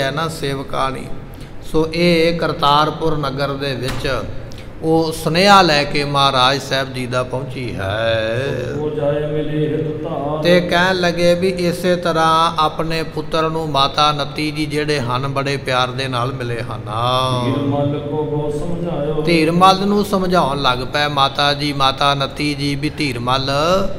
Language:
Punjabi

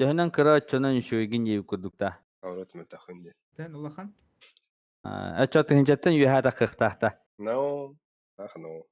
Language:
Yakut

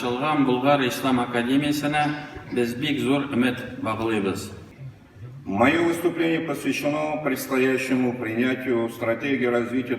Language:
Tatar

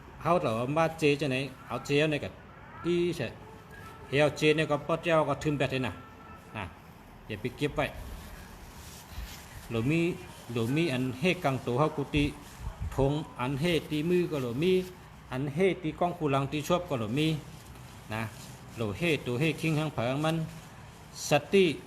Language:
Shan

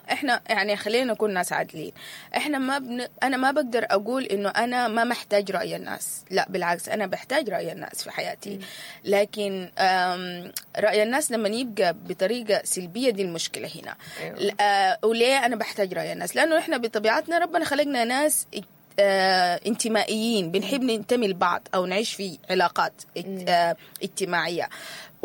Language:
Sudanese Arabic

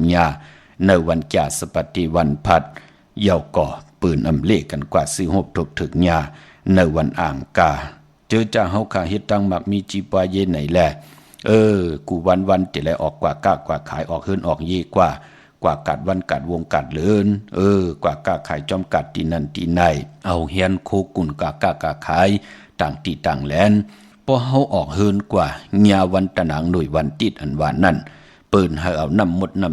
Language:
Shan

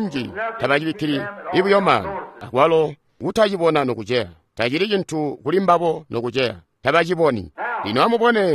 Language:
Tonga (Zambia)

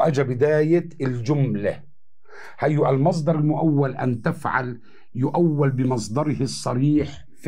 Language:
South Levantine Arabic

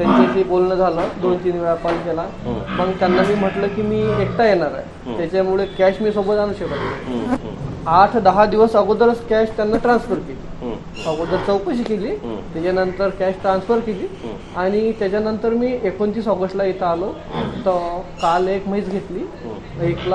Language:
Marathi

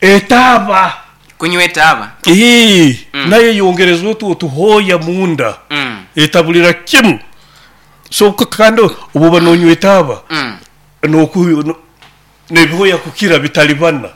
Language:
Nyoro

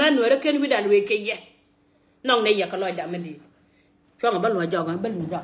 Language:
Nuer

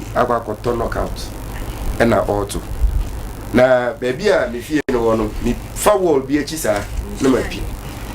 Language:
Akan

